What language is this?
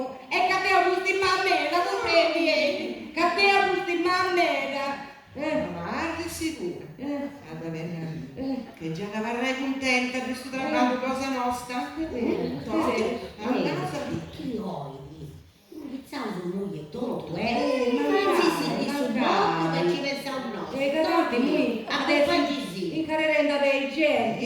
Sardinian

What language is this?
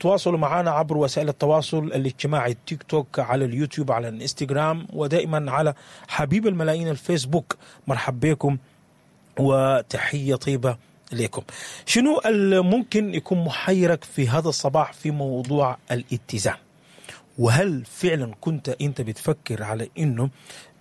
Sudanese Arabic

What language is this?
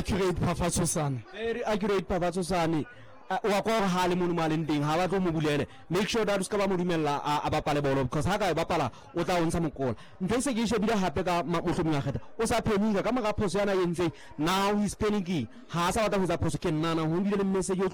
Southern Sotho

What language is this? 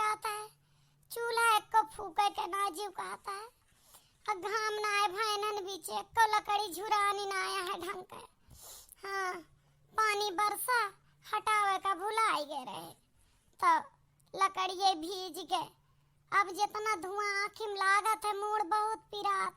Awadhi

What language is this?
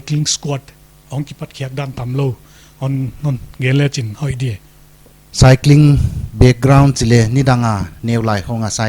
Paite Chin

